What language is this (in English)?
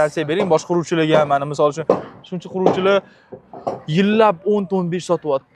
Uzbek